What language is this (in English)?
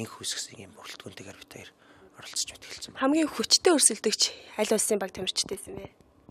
Mongolian